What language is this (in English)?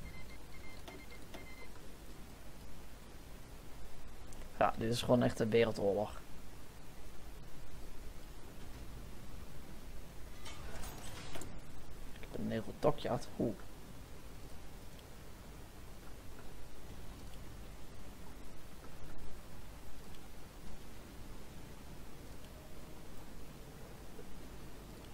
Dutch